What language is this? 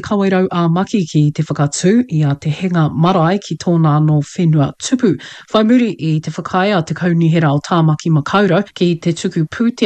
Māori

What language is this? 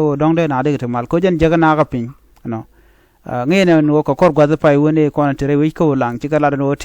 Nuer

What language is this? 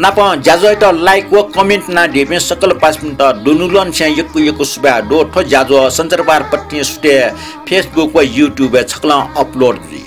Newari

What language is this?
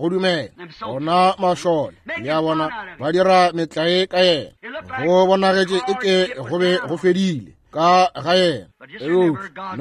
Northern Sotho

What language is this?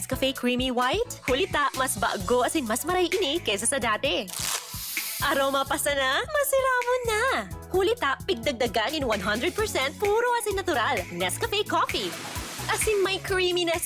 Bikol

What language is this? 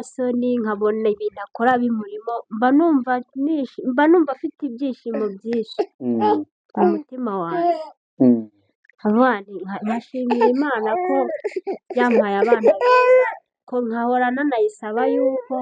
Kinyarwanda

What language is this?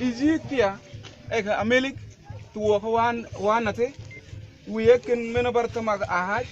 Mabaan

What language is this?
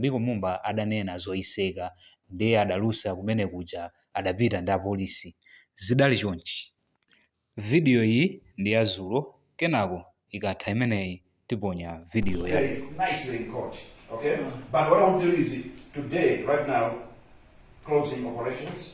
Nyanja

